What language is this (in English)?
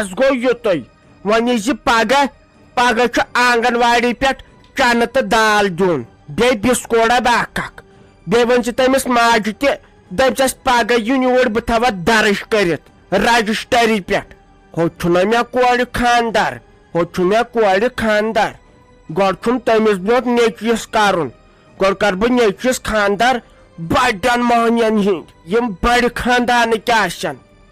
Kashmiri